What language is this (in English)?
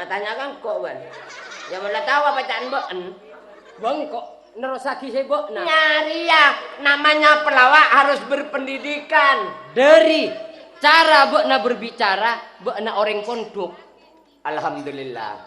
Madurese